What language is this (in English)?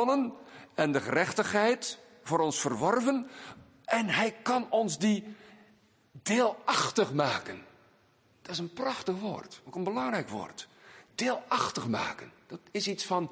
Dutch